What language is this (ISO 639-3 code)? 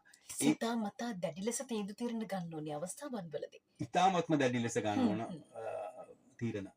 sin